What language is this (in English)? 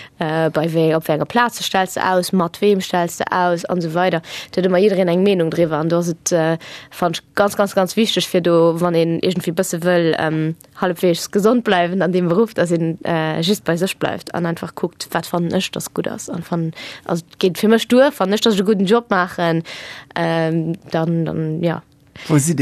Luxembourgish